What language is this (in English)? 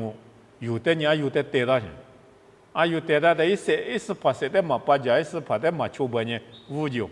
Lisu